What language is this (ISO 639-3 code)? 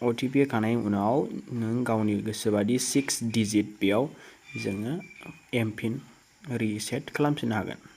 brx